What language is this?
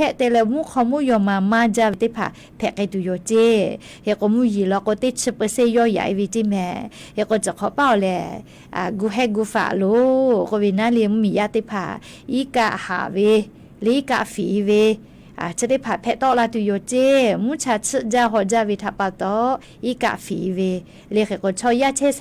Lahu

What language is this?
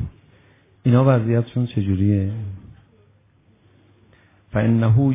Persian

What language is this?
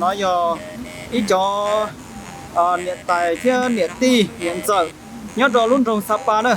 Hmong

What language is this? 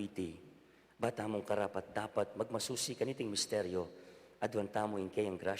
Pampanga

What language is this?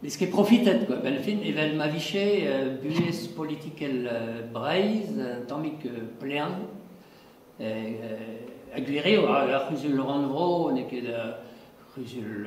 Breton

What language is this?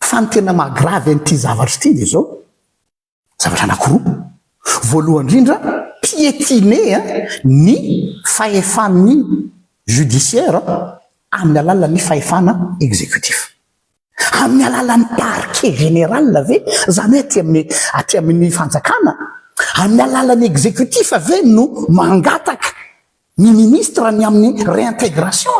Malagasy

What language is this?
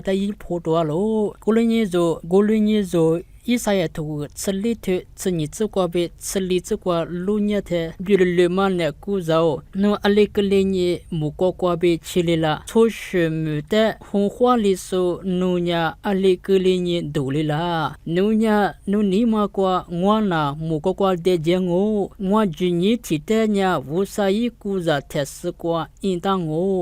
Lisu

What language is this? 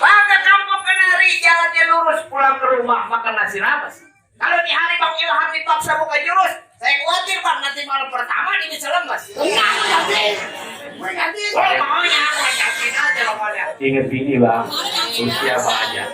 Betawi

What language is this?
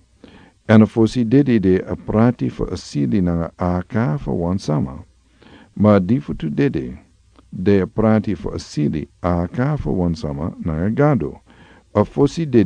Sranan Tongo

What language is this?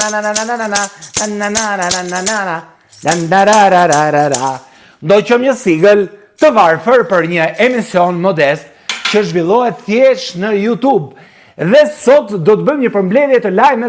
Albanian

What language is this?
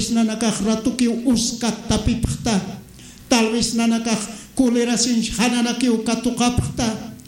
Aymara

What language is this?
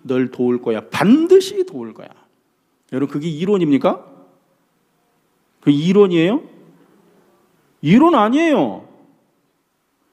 Korean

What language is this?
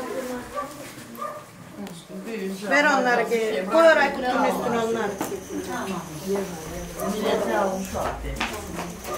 Turkish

